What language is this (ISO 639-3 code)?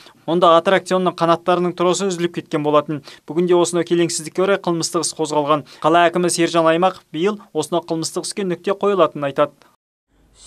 kaz